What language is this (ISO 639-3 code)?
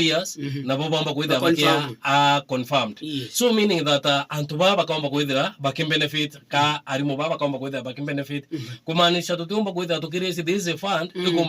mer